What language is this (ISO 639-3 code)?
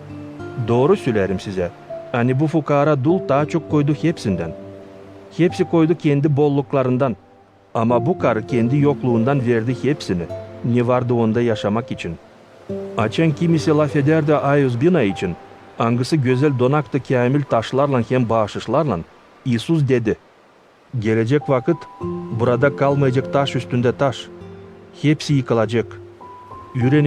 gag